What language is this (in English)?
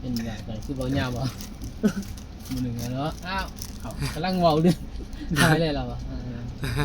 Northeastern Thai